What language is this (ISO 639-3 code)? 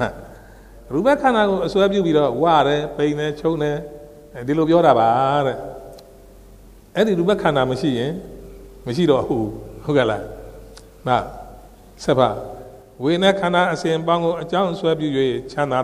mya